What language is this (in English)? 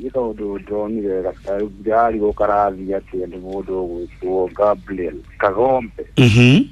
Kikuyu